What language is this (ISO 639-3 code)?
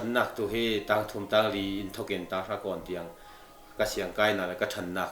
cnh